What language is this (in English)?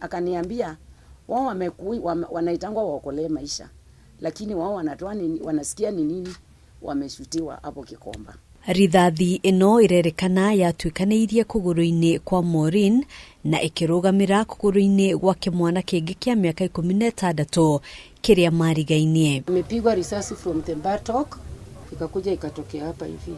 Kikuyu